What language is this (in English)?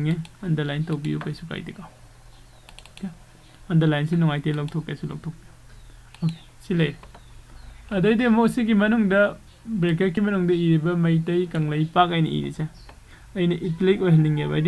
Manipuri